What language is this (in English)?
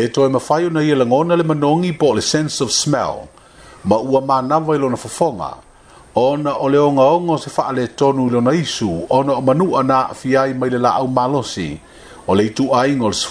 Samoan